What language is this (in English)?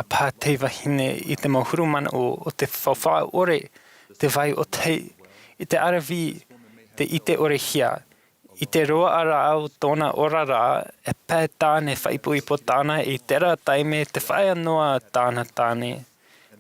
Tahitian